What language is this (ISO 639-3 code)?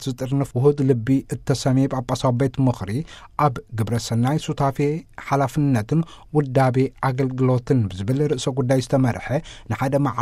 tir